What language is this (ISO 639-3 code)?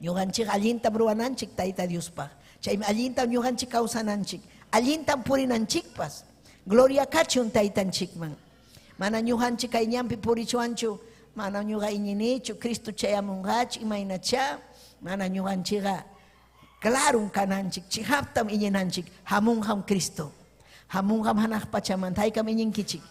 quy